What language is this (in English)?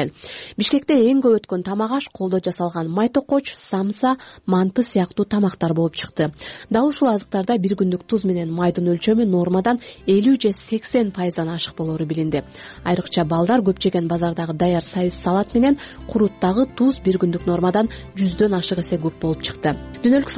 Kyrgyz